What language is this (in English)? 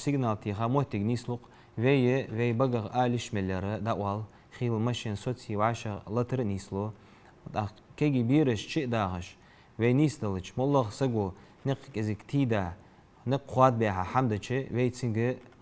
Ingush